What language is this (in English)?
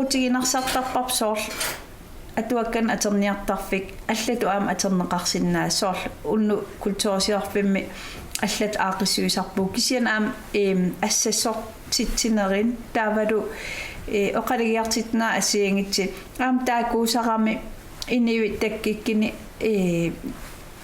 Kalaallisut